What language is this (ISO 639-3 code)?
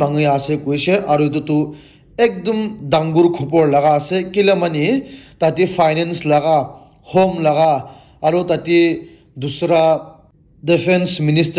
nag